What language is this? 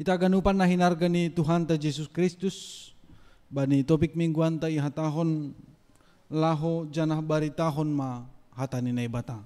Batak Simalungun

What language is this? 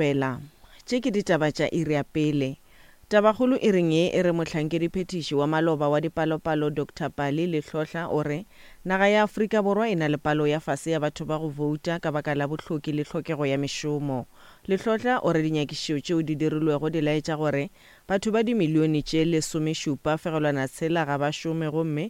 Northern Sotho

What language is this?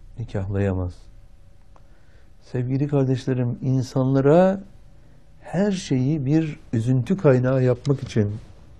Turkish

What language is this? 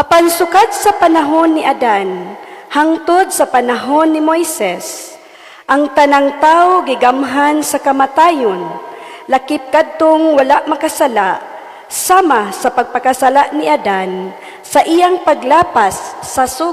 Cebuano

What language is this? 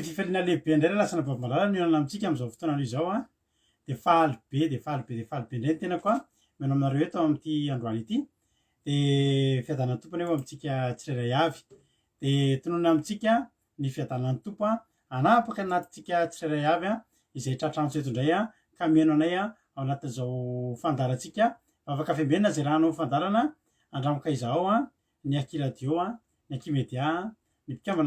Malagasy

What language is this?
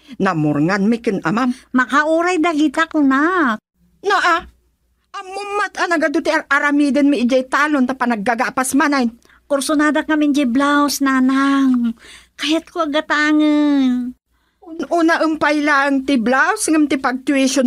Iloko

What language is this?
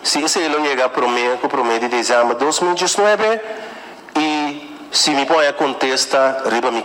Papiamento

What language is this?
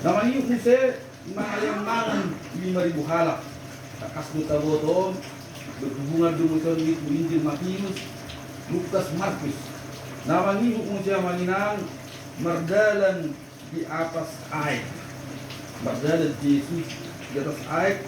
Batak Toba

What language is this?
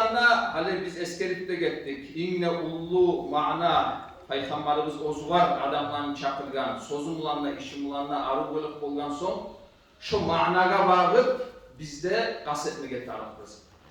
Kumyk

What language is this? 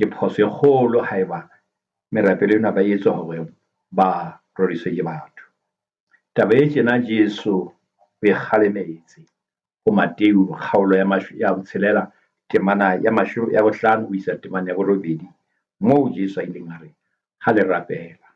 Southern Sotho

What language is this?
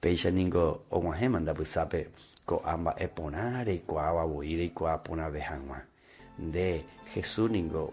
Guarani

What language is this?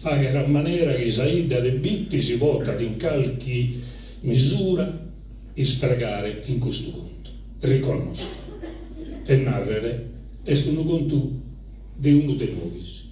Sardinian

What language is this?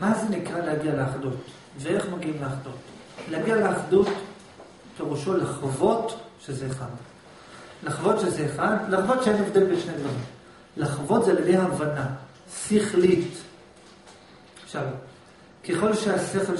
Hebrew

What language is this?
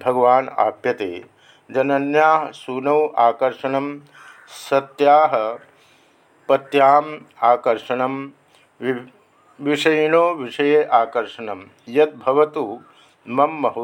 Sanskrit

